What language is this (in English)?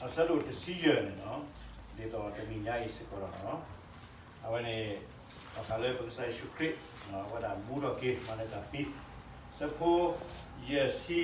S'gaw Karen